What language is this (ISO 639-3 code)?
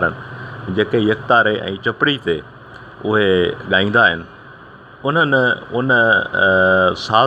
snd